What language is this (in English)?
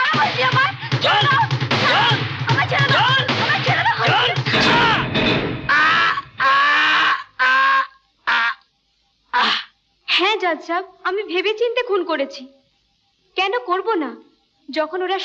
Bangla